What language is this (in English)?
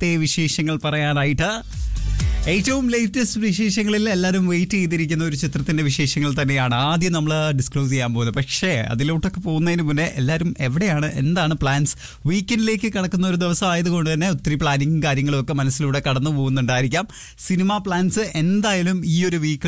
Malayalam